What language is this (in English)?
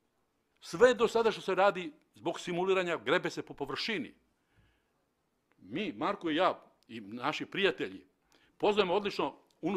Serbian